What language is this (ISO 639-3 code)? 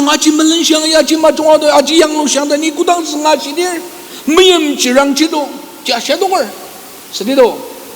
njo